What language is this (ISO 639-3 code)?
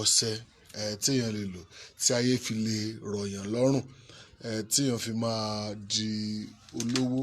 yor